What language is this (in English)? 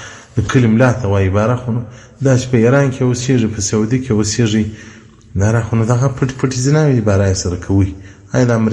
Pashto